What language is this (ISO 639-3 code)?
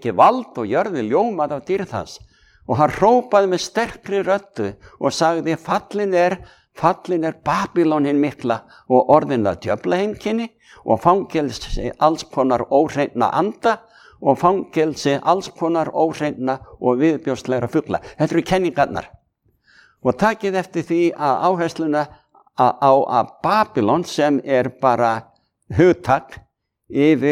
isl